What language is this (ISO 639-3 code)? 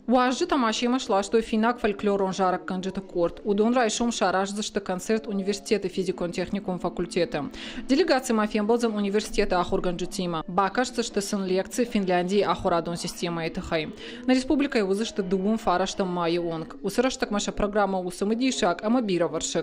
oss